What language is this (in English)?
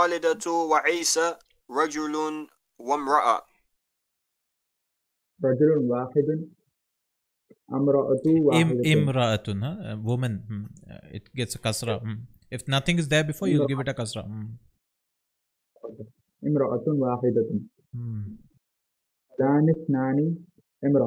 Arabic